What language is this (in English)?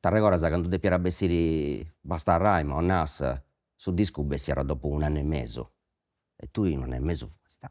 Sardinian